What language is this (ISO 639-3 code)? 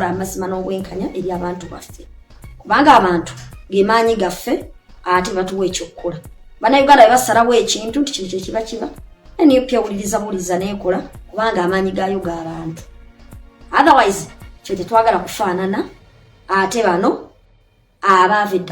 lug